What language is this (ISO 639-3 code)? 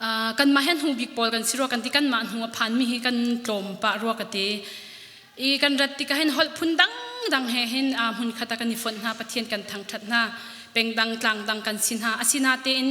cnh